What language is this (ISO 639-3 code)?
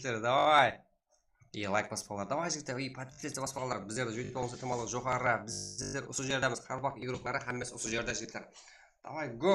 kaa